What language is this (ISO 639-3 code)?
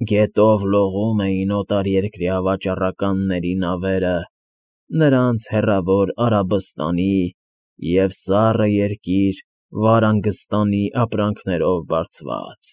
hye